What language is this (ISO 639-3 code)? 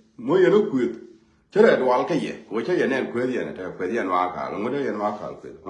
nus